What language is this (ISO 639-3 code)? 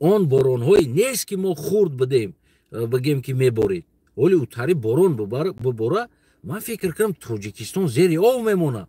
tgk